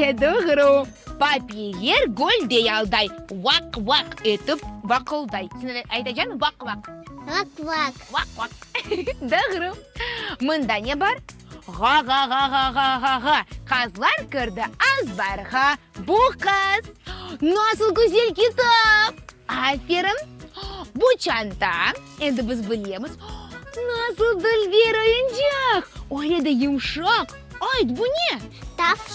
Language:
Crimean Tatar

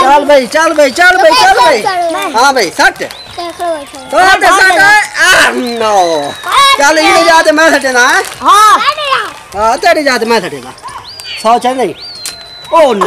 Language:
Saraiki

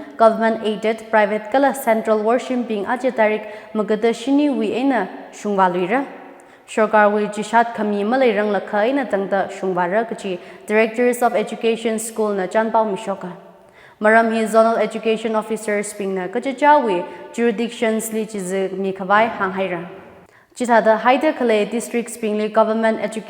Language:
Tangkhul Naga (India)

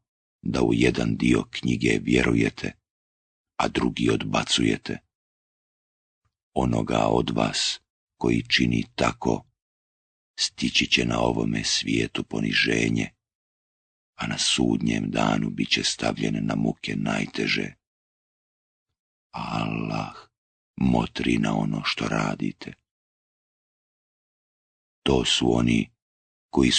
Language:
Bosnian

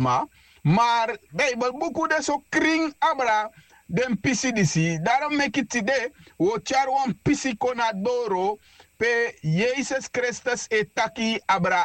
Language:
Sranan Tongo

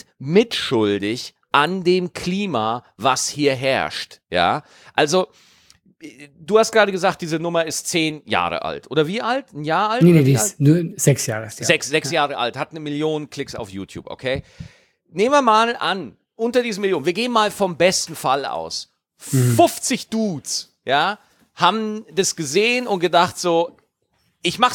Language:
German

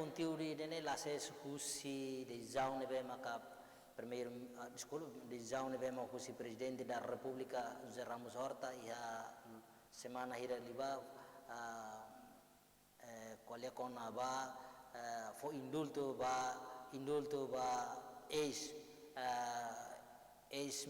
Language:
Tetum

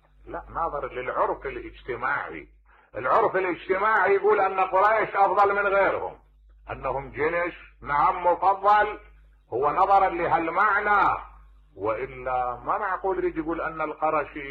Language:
Mesopotamian Arabic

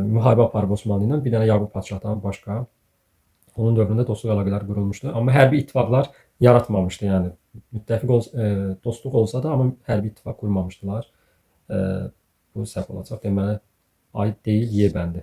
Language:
Azerbaijani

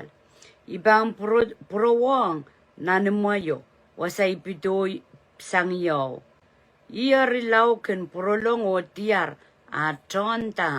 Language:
Pohnpeian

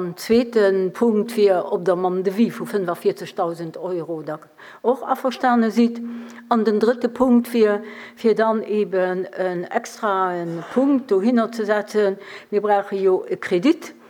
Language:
Luxembourgish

